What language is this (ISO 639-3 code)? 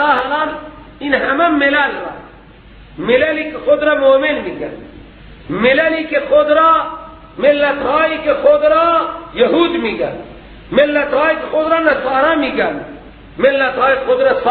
fas